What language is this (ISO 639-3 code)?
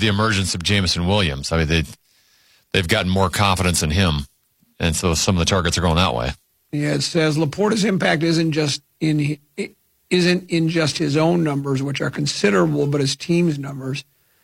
eng